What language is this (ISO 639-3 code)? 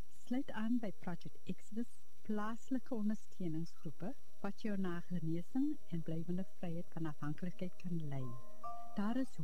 afr